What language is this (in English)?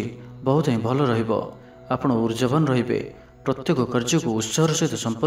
Odia